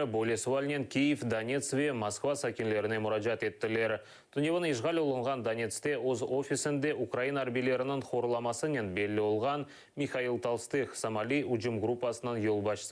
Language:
Crimean Tatar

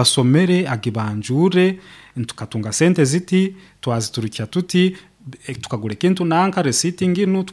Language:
Nyoro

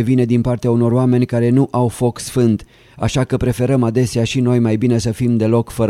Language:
Romanian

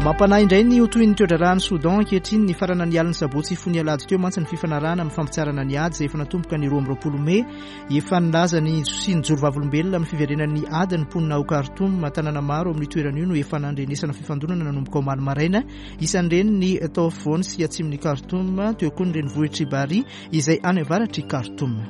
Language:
Malagasy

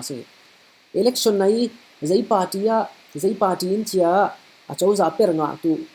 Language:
Falam Chin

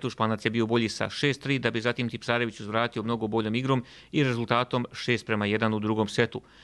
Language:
Croatian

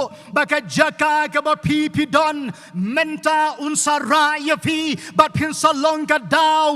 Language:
Khasi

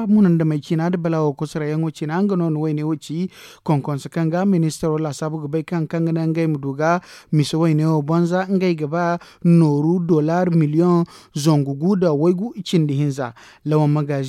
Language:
Zarma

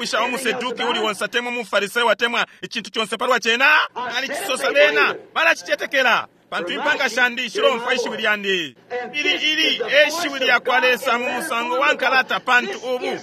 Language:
Bemba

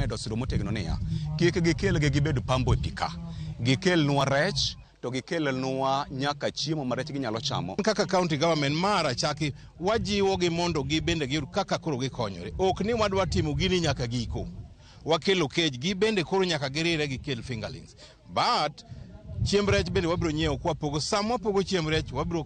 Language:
Luo (Kenya and Tanzania)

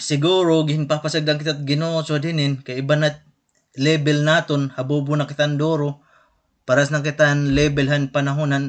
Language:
Waray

